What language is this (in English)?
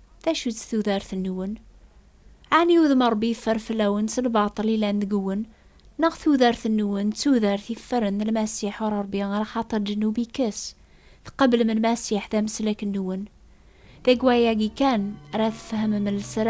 Kabyle